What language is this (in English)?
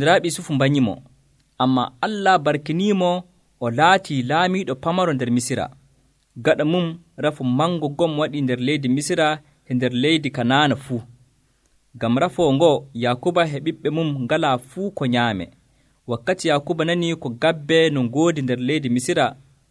Nigerian Fulfulde